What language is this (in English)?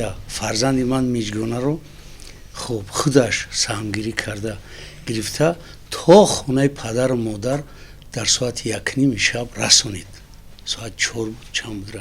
Tajik